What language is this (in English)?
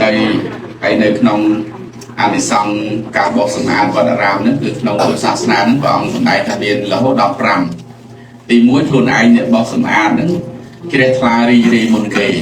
Khmer